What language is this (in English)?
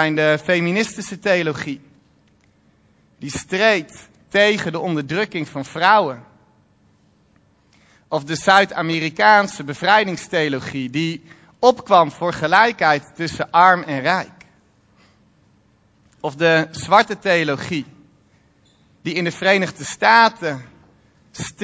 Dutch